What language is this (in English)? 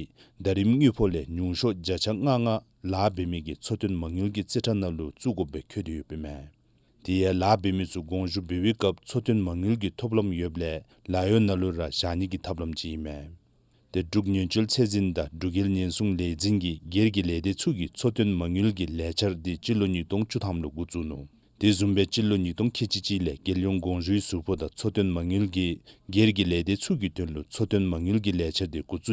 Dzongkha